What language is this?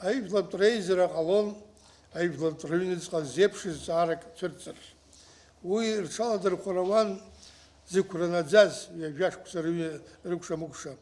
Abkhazian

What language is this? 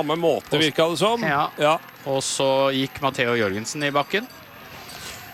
Norwegian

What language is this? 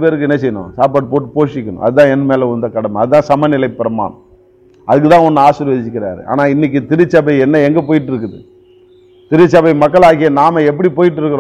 Tamil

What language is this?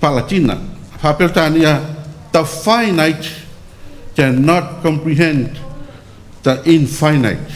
Samoan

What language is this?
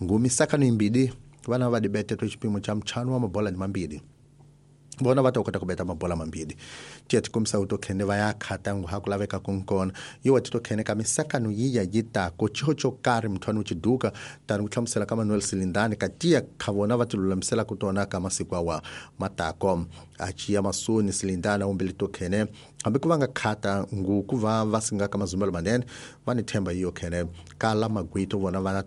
Tsonga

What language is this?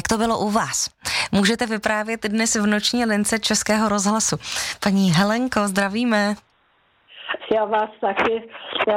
Czech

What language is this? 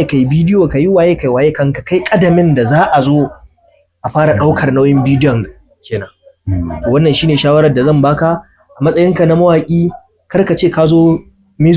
Hausa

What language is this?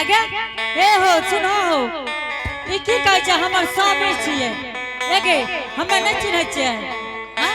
Angika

